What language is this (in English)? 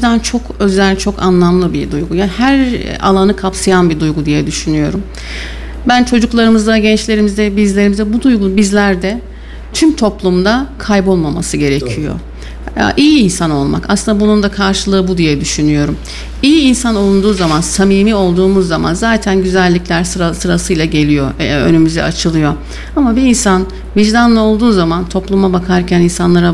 Turkish